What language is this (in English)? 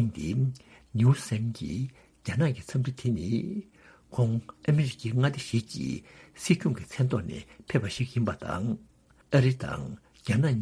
Tibetan